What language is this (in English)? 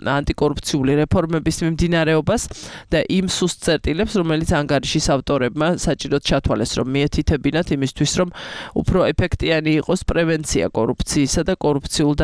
Georgian